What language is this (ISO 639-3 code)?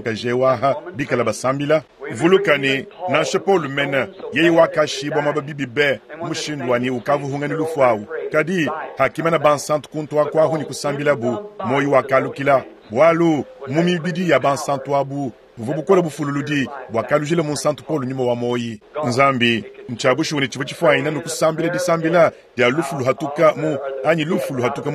lua